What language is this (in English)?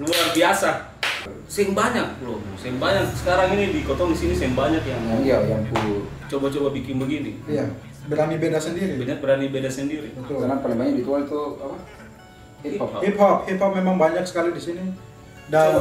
Ambonese Malay